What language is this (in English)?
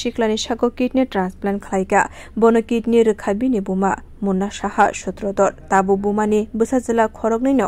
Kok Borok